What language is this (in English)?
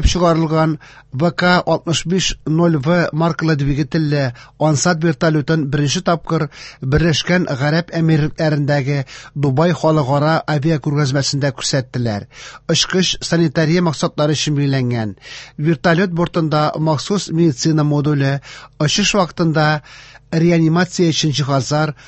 Tatar